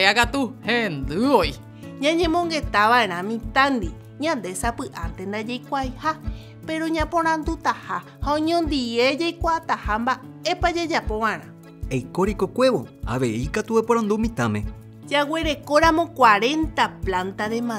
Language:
Guarani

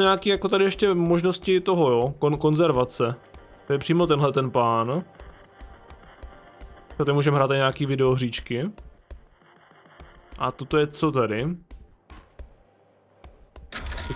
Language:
Czech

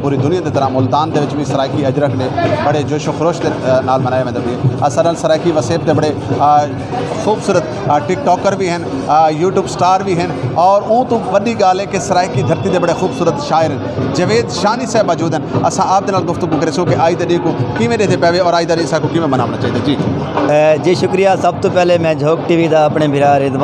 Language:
Saraiki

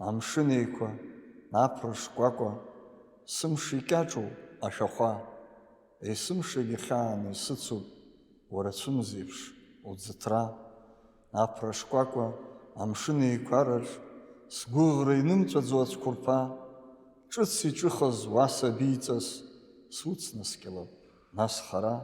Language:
Abkhazian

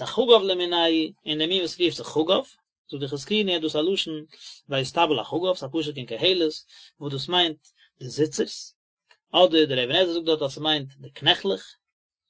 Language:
Yiddish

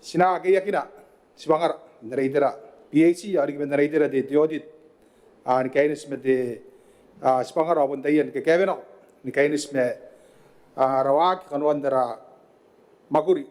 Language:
Gilbertese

